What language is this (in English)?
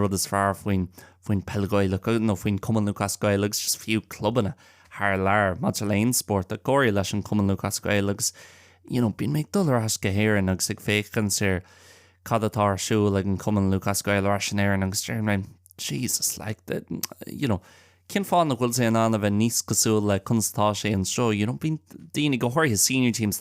Irish